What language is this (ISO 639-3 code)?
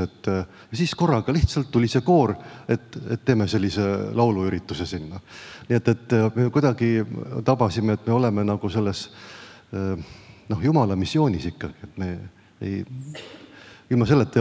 est